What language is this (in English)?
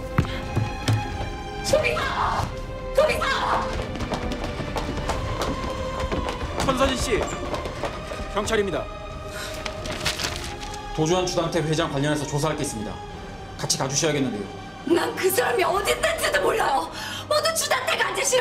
Korean